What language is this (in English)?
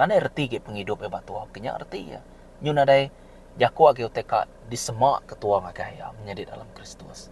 Iban